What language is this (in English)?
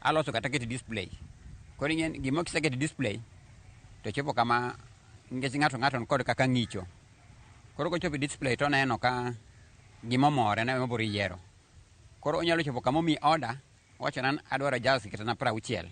Luo (Kenya and Tanzania)